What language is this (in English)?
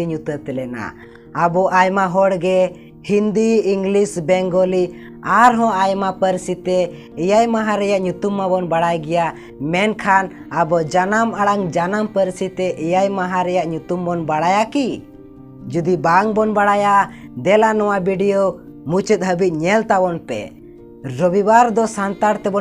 Santali